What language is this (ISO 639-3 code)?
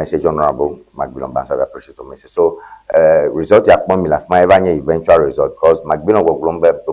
ewe